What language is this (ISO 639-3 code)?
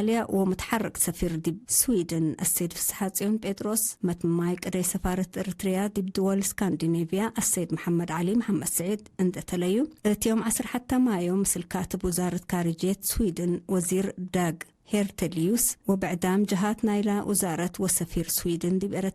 tig